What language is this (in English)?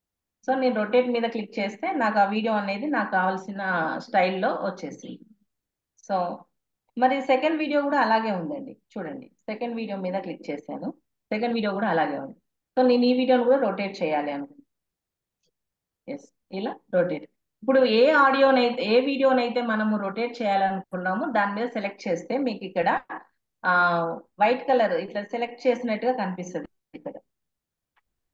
Telugu